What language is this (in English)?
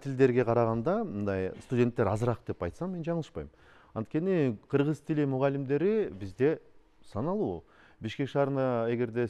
Kyrgyz